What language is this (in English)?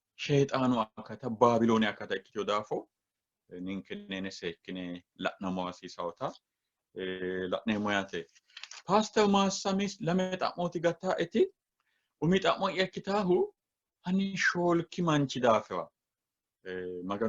Sidamo